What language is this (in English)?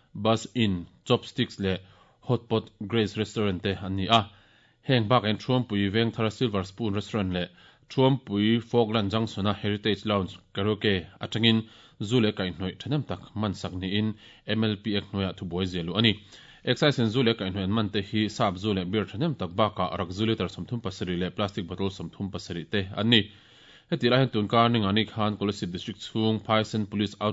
Mizo